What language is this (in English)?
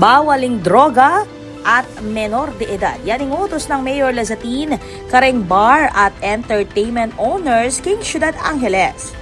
Pampanga